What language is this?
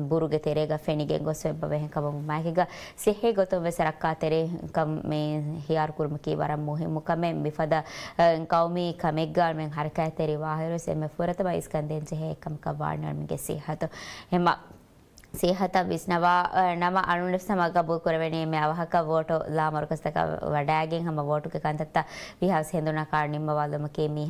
Divehi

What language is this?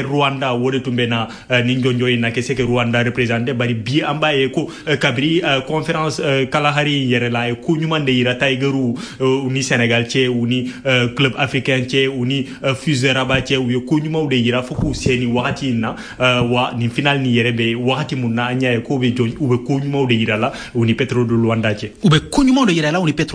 Bambara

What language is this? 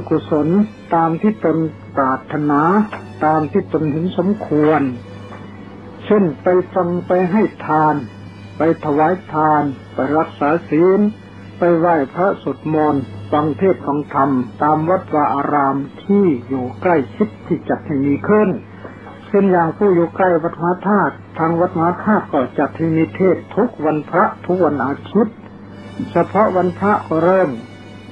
Thai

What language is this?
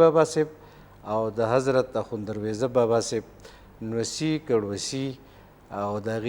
Pashto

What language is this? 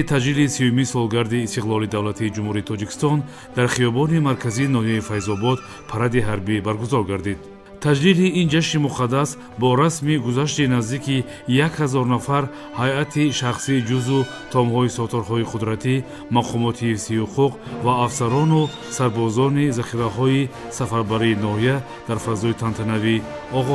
Tajik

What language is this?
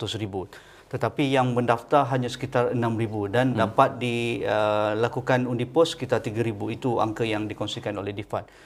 Malay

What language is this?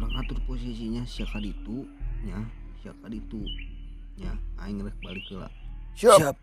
Sundanese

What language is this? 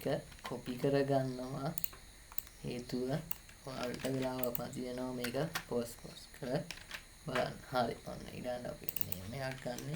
Sinhala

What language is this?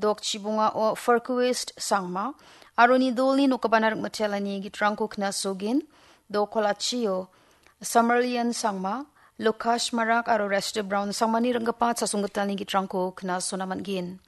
Garo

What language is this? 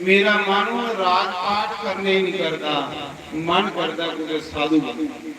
Dogri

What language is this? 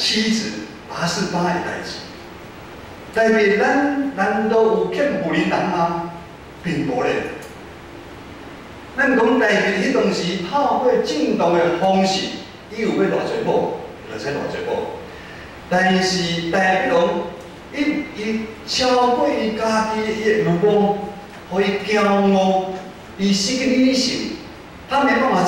Min Nan Chinese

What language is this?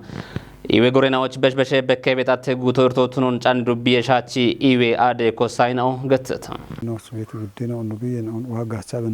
Kafa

